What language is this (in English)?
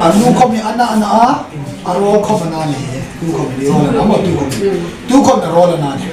Hmar